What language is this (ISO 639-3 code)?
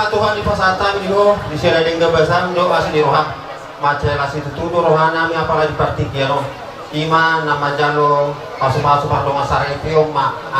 bbc